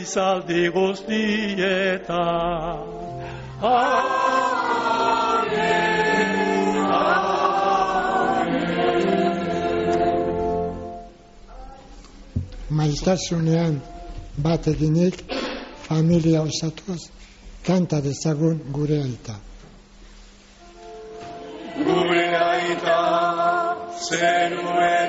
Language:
Basque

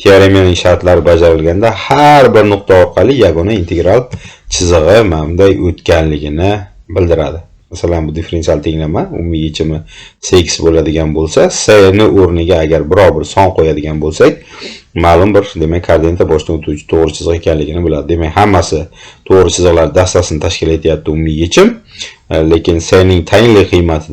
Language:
Uzbek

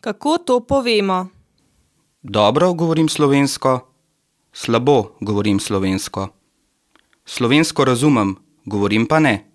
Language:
Slovenian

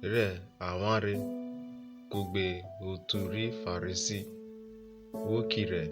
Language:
Urhobo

